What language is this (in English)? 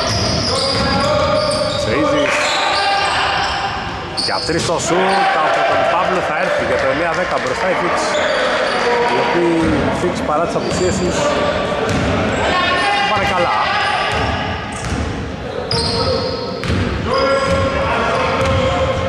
Greek